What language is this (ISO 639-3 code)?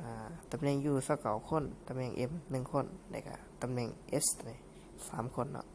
lao